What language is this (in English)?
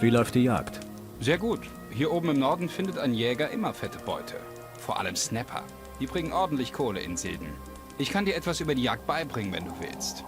Bavarian